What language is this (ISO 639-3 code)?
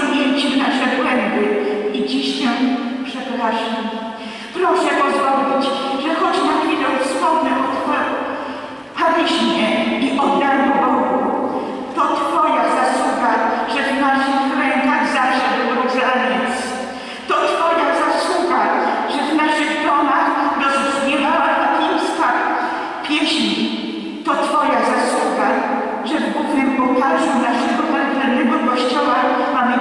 pol